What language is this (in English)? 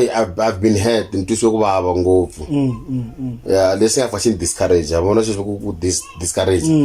Tsonga